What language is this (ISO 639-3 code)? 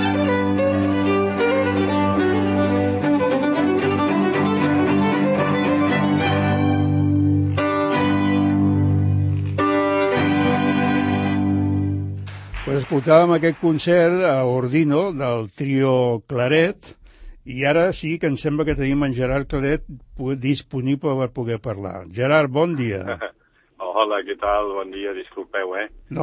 cat